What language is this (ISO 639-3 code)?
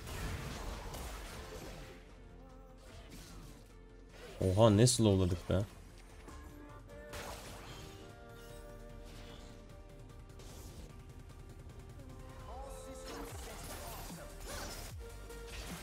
tur